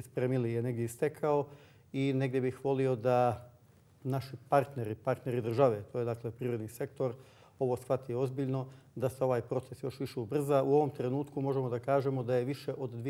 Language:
Bosnian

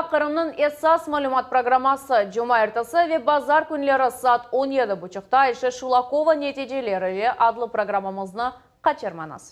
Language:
Crimean Tatar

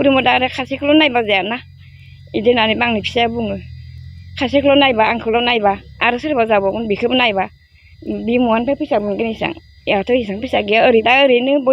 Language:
Bodo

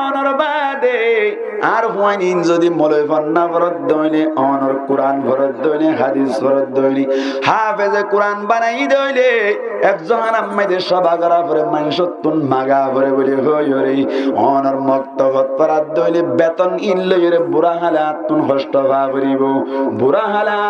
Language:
Rohingya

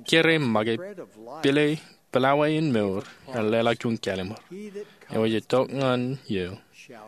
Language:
Marshallese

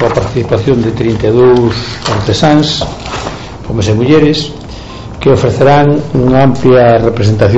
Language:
Galician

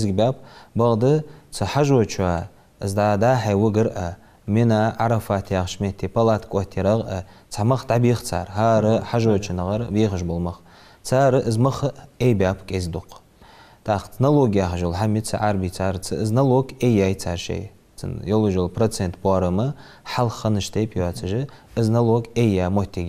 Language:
Ingush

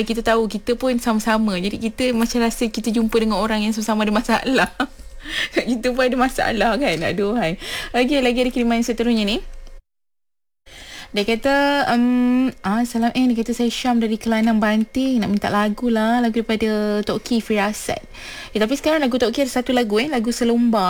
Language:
Malay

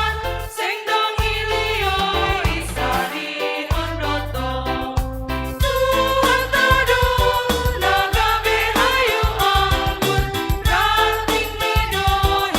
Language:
Batak Simalungun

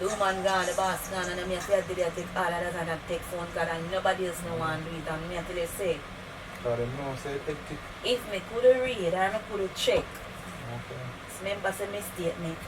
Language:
Jamaican Creole English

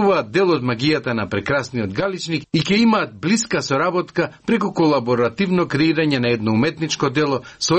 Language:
Macedonian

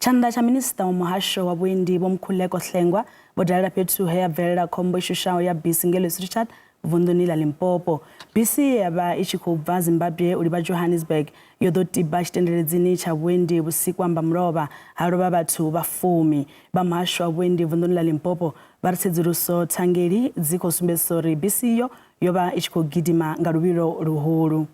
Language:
Venda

